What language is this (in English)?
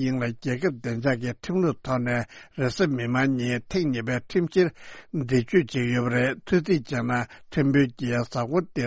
Tibetan